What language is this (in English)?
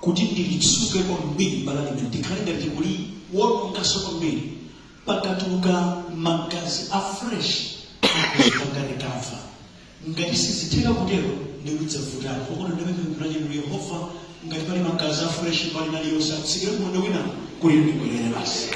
Nyanja